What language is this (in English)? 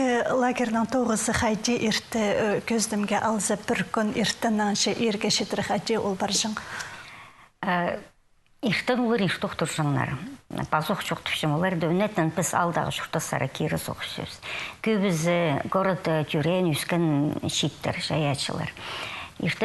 Khakas